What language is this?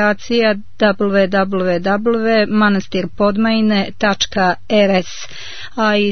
Serbian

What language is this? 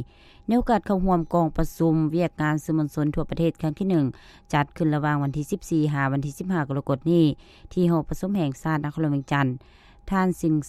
Lao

